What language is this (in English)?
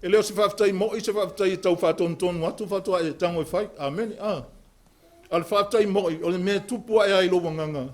Samoan